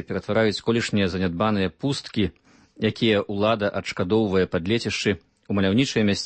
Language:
Belarusian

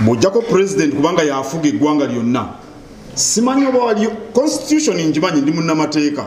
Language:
Ganda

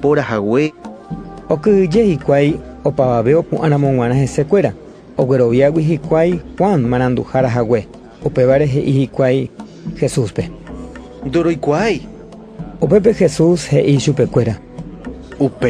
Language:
Guarani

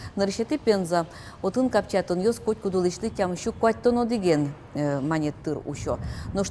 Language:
Udmurt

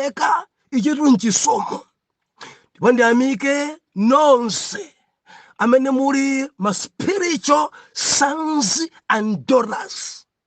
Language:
Nyanja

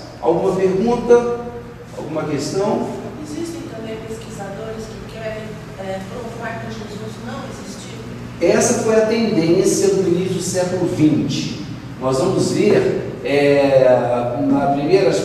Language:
Portuguese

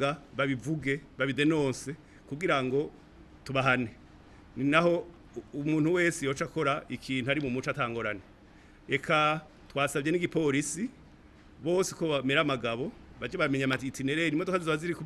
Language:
Rundi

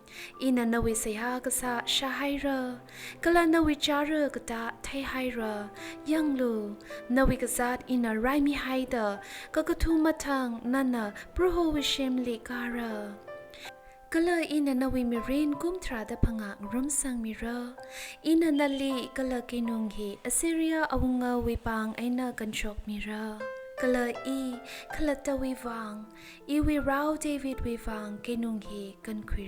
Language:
Tangkhul Naga (India)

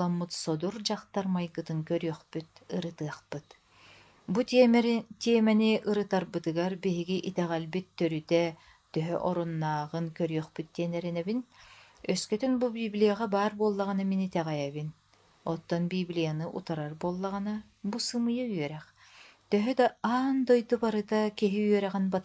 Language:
Yakut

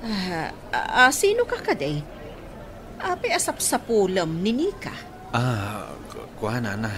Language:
Iloko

